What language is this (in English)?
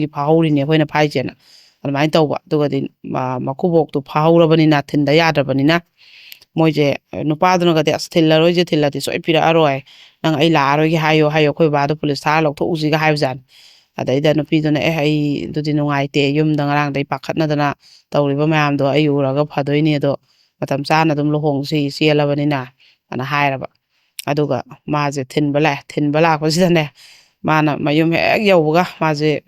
Manipuri